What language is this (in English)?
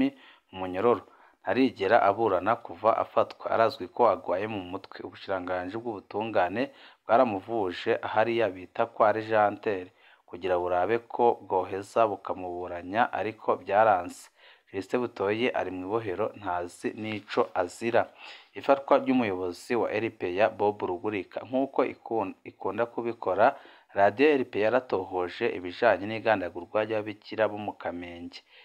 Rundi